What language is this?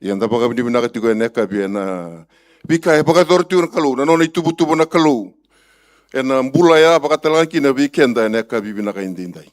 Fijian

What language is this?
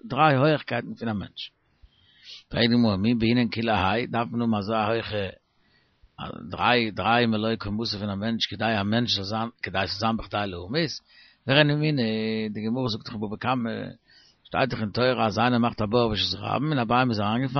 Yiddish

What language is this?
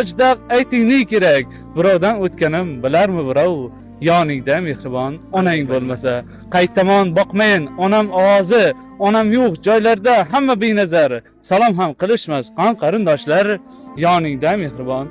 Uzbek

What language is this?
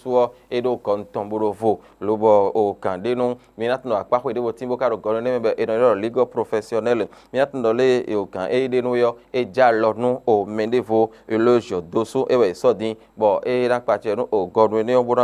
Fon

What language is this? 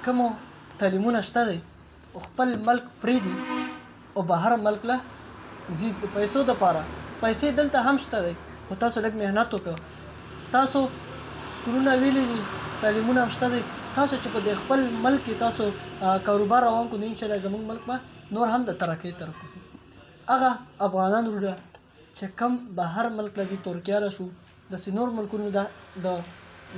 Pashto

